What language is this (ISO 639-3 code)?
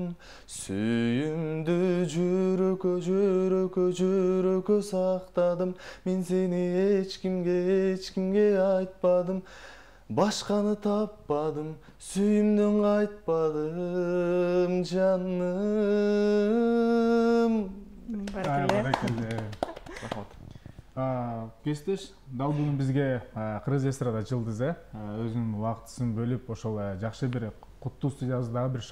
kir